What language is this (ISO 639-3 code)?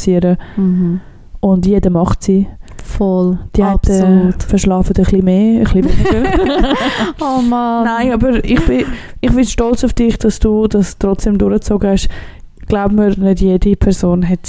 deu